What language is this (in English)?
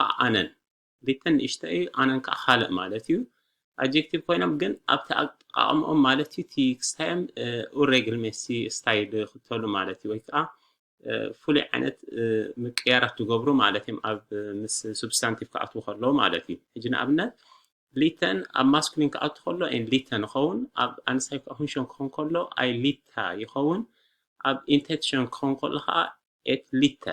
Tigrinya